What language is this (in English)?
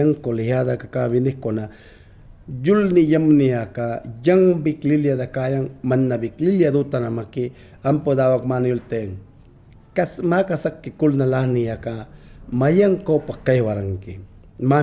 Mayangna